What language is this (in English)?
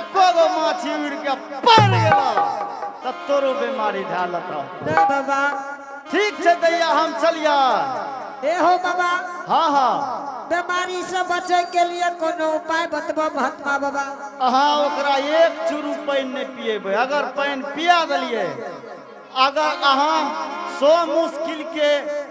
Angika